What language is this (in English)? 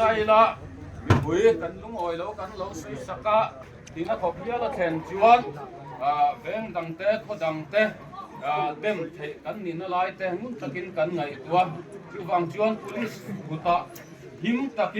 Hmar